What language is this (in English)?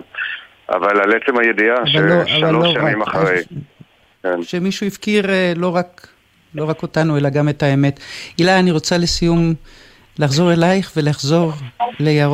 Hebrew